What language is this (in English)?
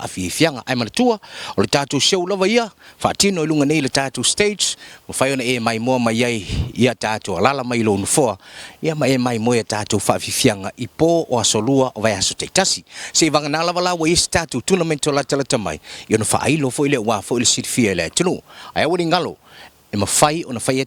Samoan